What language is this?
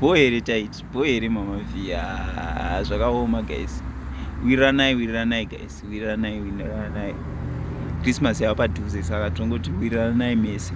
Shona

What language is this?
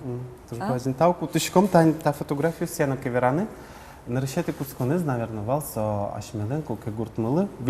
Udmurt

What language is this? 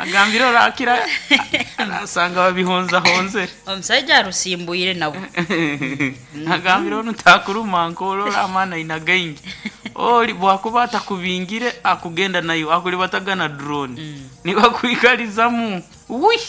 Nyoro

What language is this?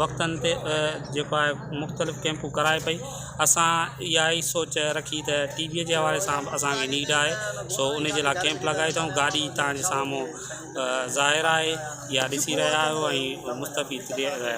Sindhi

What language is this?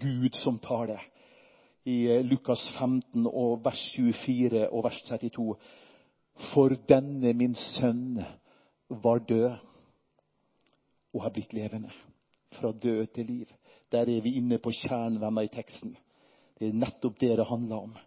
Norwegian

